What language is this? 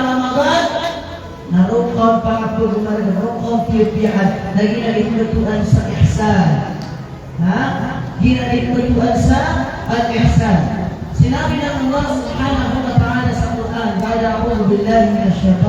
Maranao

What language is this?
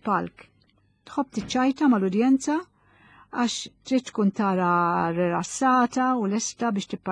Maltese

